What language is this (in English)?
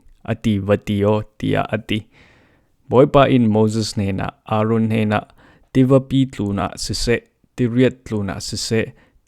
Falam Chin